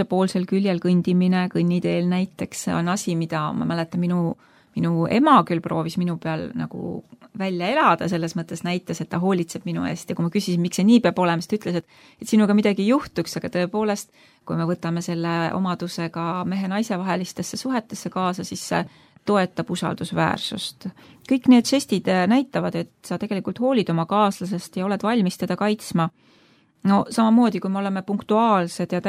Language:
Estonian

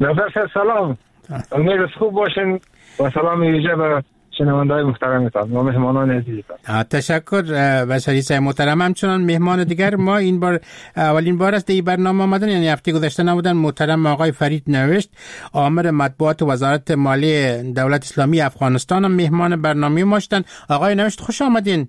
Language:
Persian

